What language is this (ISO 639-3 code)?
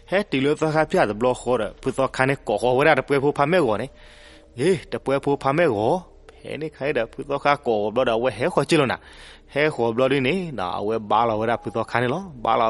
ksw